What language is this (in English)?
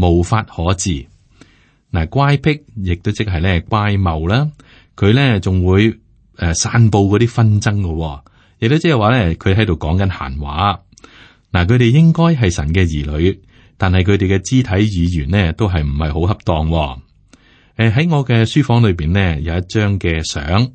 Cantonese